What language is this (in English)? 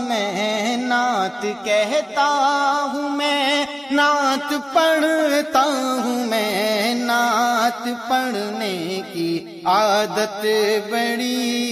Urdu